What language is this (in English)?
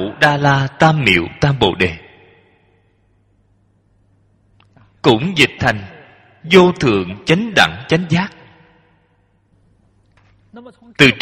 Vietnamese